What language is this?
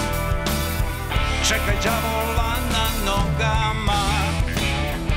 Serbian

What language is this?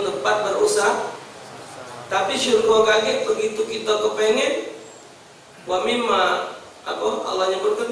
Musi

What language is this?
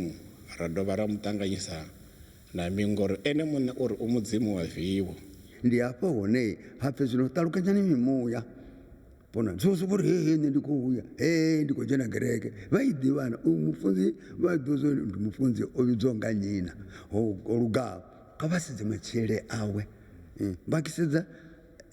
Venda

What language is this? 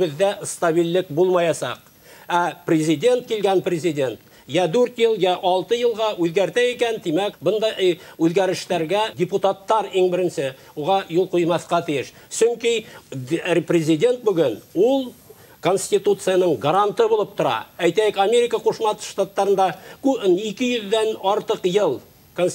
Bashkir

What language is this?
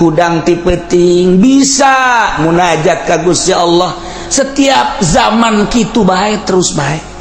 Sundanese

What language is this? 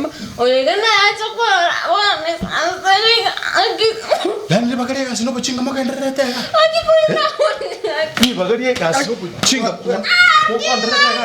Gusii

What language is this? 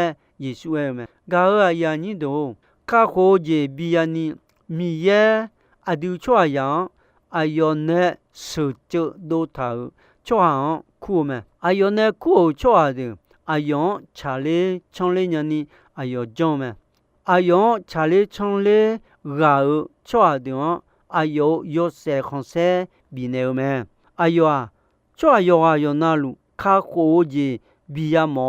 Akha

